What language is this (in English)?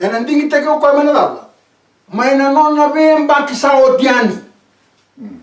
Fijian